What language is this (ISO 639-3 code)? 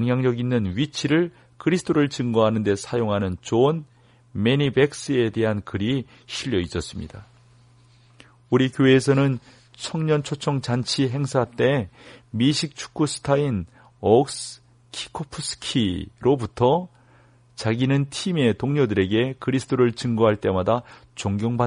kor